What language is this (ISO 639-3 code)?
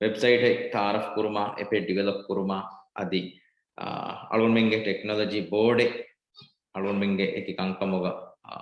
div